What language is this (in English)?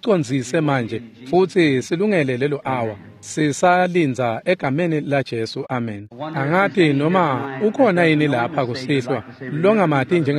Swati